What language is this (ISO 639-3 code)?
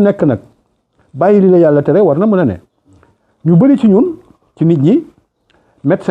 wol